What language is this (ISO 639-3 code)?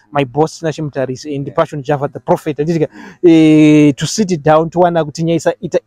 sna